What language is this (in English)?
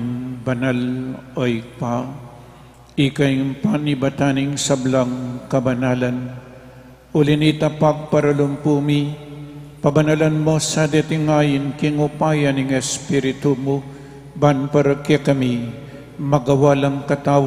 Pampanga